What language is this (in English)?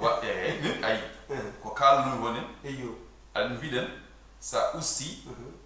Fula